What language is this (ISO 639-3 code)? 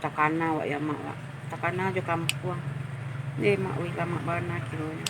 min